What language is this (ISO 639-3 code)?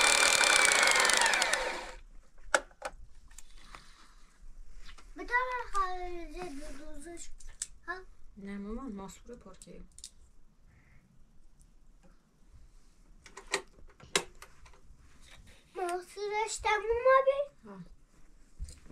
fas